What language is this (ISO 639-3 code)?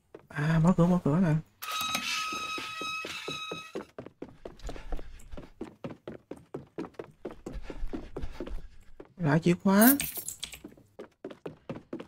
vie